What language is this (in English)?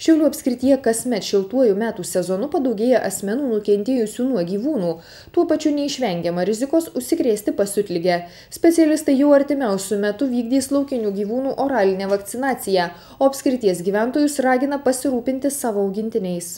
Lithuanian